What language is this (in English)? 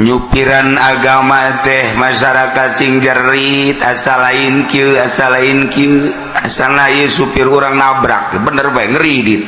Sundanese